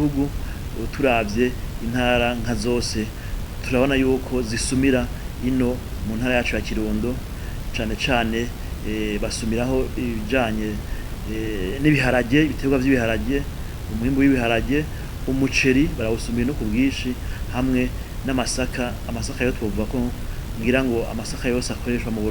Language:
Rundi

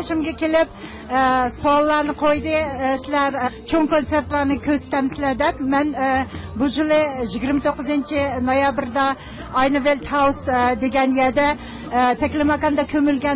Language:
Uyghur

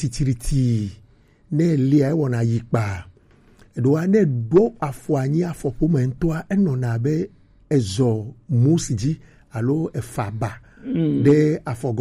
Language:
Gen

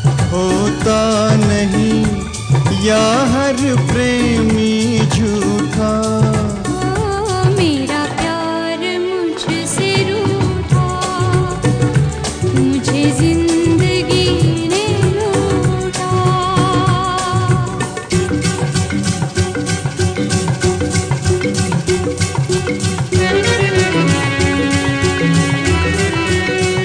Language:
Hindi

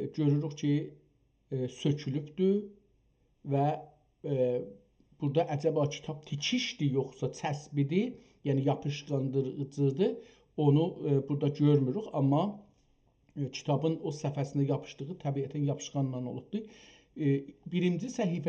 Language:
South Azerbaijani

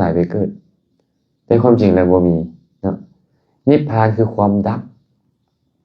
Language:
Lao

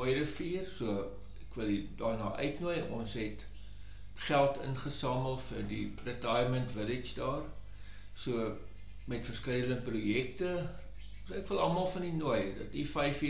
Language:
Afrikaans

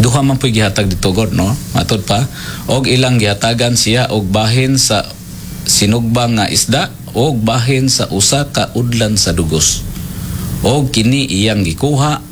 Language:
Cebuano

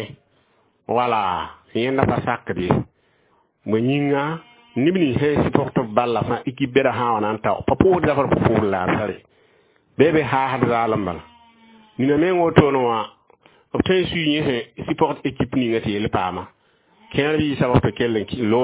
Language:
Mossi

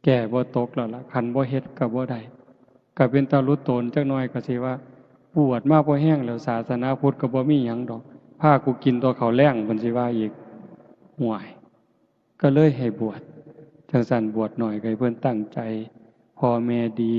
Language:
Northeastern Thai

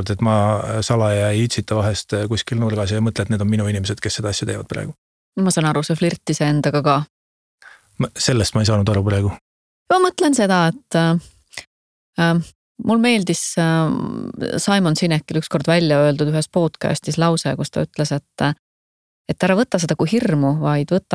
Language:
Estonian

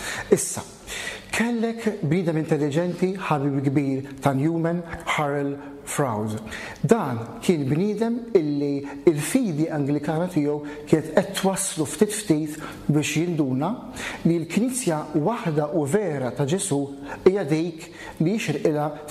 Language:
Maltese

